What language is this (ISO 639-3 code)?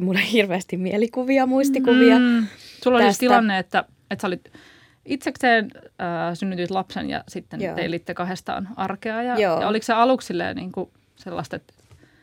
fin